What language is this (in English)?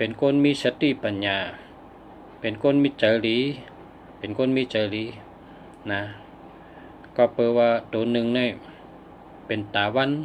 Shan